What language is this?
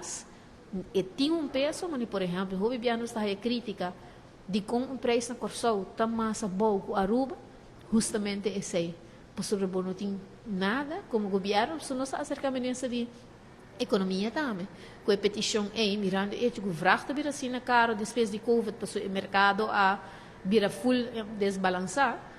Papiamento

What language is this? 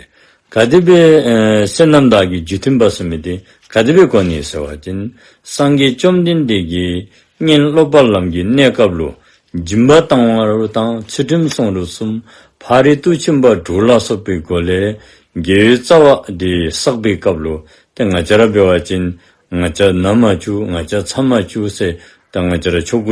Dzongkha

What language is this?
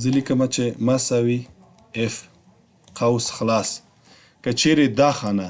Pashto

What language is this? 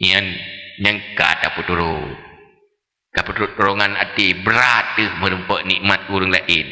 Achinese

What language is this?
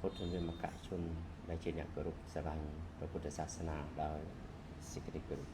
Khmer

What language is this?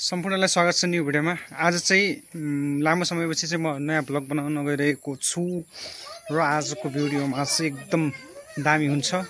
Nepali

